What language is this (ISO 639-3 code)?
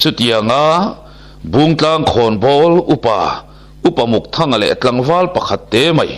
lus